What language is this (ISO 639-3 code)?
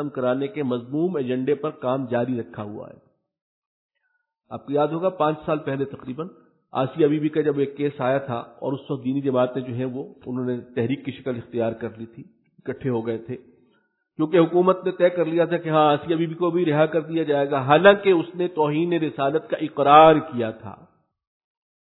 urd